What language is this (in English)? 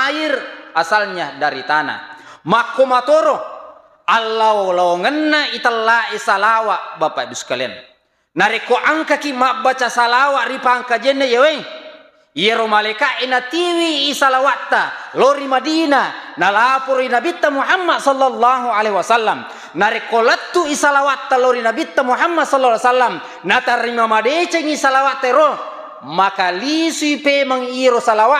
Buginese